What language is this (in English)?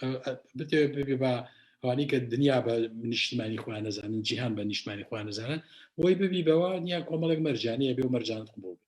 Central Kurdish